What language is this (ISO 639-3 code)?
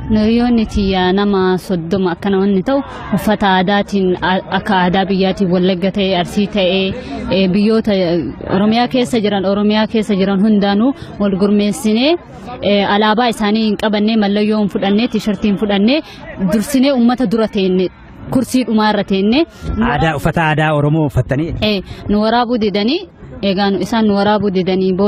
orm